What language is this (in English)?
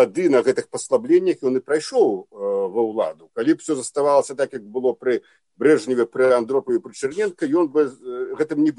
Belarusian